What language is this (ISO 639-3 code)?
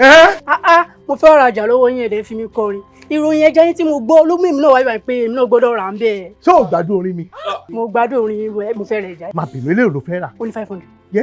yor